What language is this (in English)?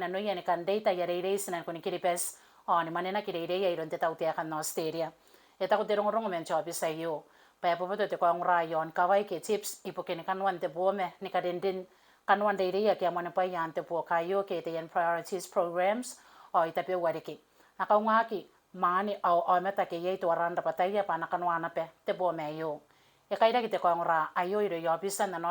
Gilbertese